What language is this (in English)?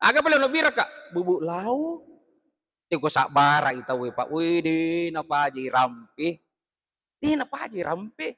Buginese